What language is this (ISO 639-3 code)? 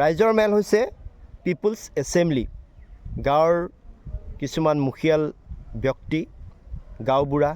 asm